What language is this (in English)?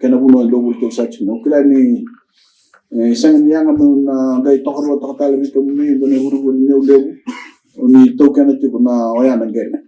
Fijian